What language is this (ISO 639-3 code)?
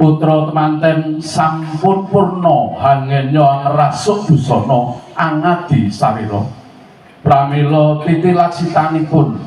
jav